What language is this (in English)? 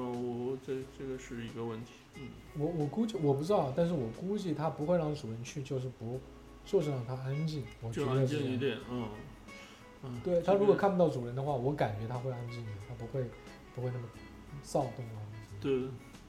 Chinese